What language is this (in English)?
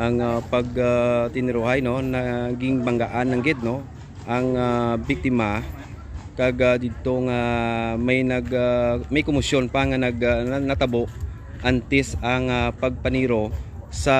Hiligaynon